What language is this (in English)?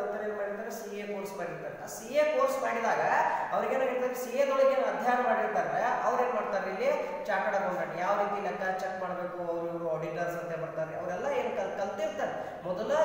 Kannada